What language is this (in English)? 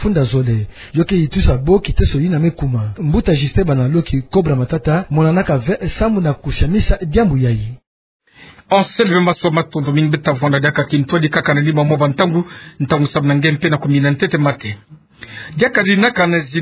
Kituba (Democratic Republic of Congo)